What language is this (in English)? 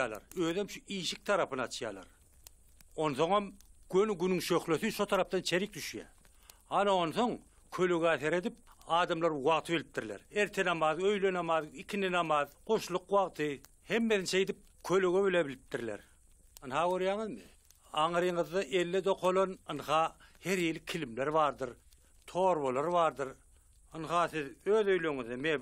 Turkmen